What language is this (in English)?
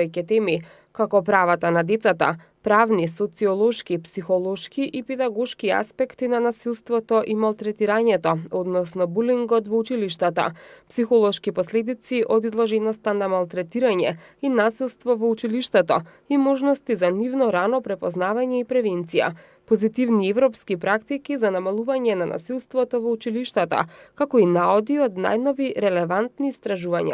Macedonian